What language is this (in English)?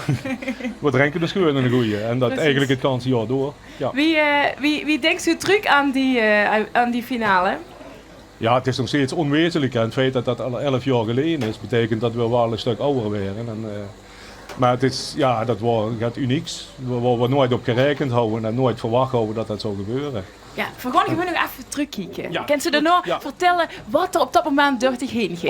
Limburgish